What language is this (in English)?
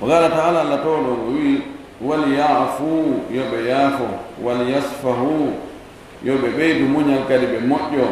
Fula